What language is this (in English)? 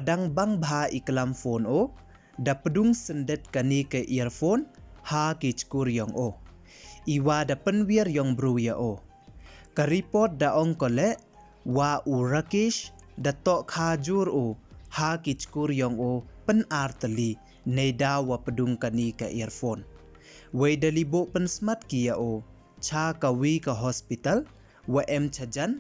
Pnar